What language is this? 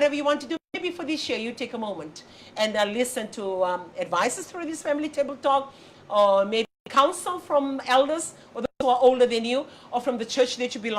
Fijian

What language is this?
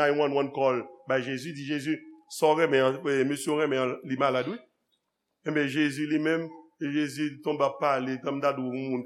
Haitian Creole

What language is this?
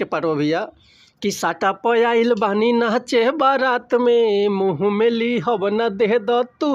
Bhojpuri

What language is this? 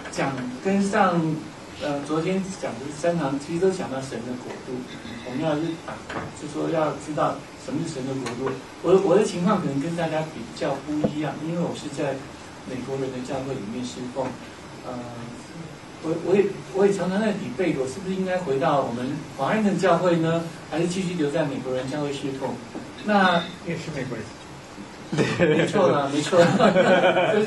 Chinese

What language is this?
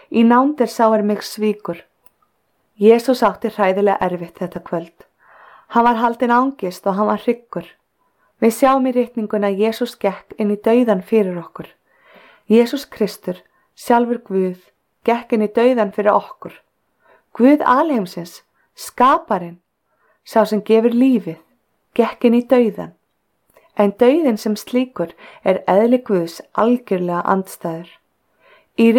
Icelandic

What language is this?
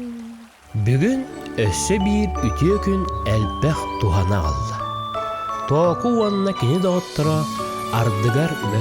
Yakut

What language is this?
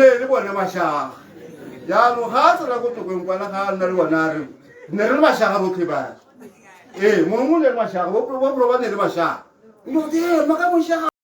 Tswana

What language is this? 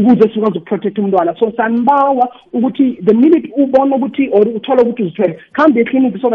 South Ndebele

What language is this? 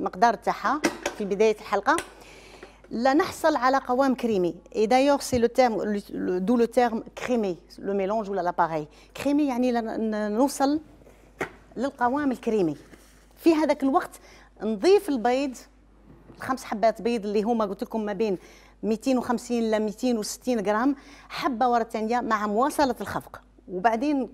Algerian Arabic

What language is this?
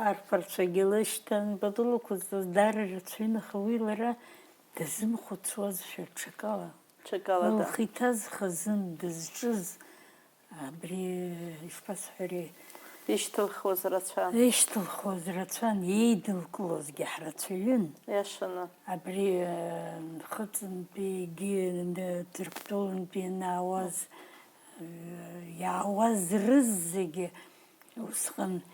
Abkhazian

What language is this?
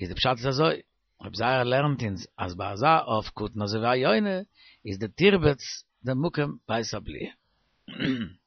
Yiddish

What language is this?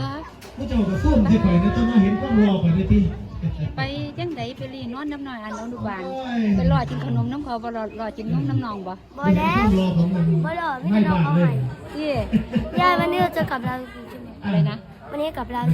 Northeastern Thai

